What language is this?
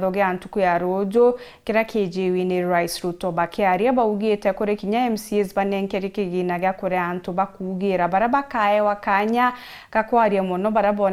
Meru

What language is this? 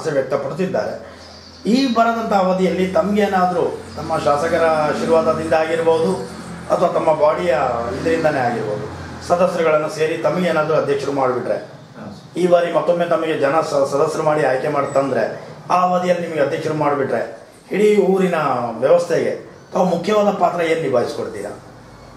Kannada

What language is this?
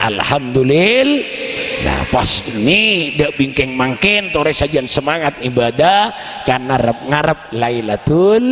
Madurese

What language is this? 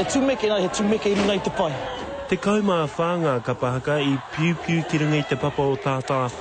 Māori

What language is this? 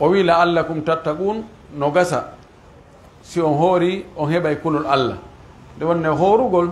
Pular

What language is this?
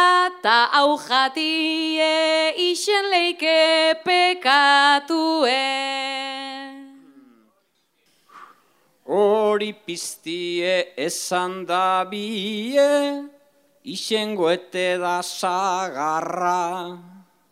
Basque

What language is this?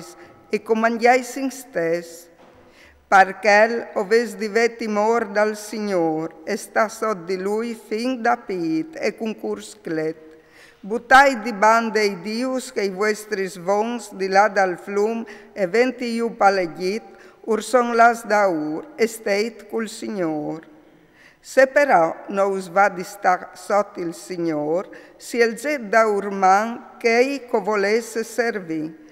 Friulian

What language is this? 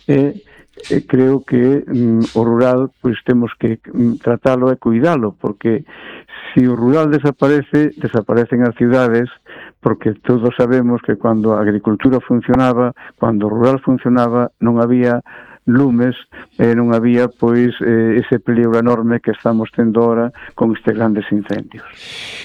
Galician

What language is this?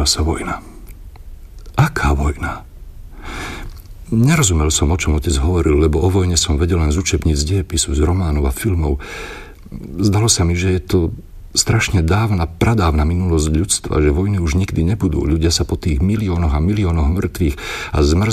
Slovak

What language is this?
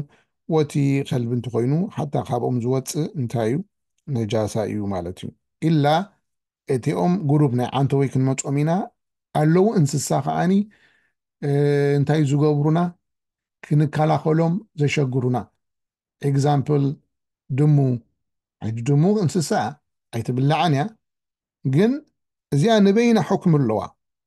Tigrinya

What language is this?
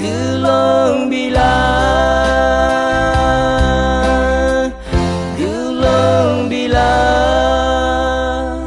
Akha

